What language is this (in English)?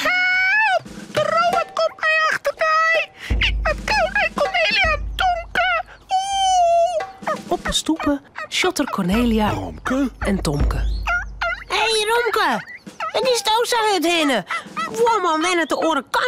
Western Frisian